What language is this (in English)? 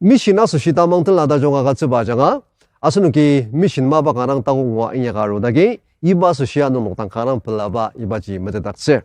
Ao Naga